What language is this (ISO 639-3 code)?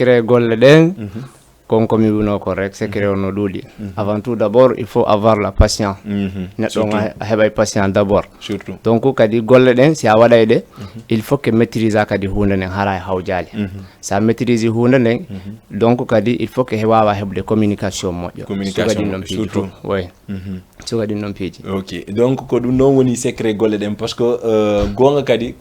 ful